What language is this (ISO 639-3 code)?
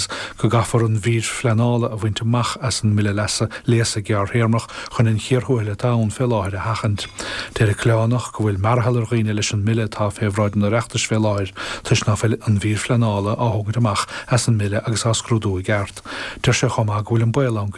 gle